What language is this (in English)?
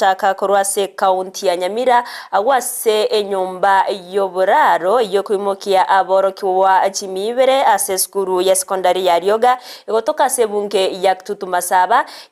Gusii